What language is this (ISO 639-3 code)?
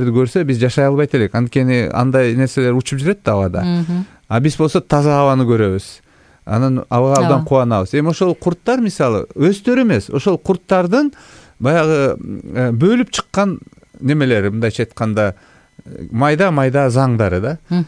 kir